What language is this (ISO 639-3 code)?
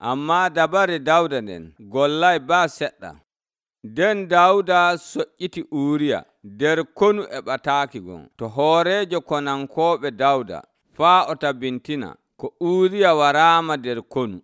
fuv